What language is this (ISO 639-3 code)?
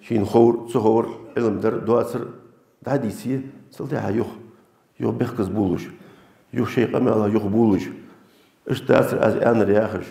inh